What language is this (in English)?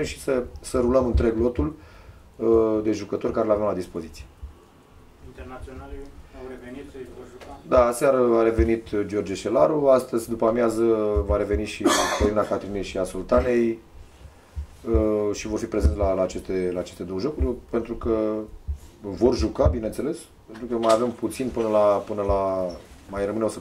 Romanian